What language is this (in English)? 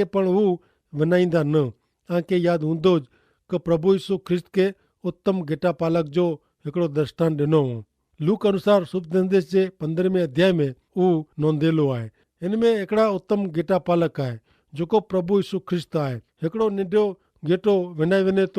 Kachhi